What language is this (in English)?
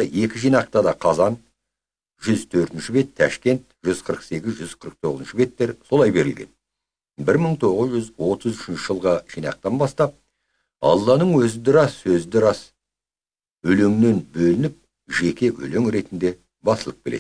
Kazakh